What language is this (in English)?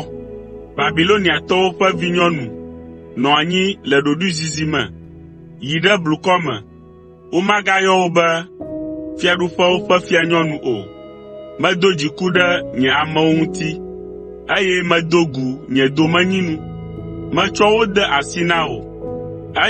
Ewe